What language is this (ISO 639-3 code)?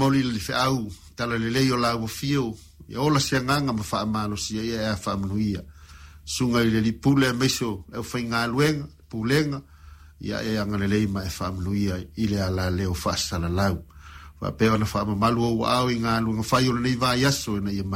smo